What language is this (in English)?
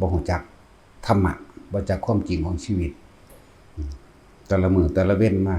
Northeastern Thai